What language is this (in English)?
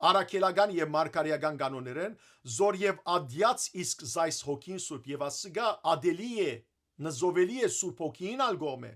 Western Armenian